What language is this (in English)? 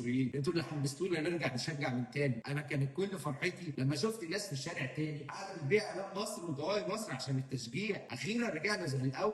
Egyptian Arabic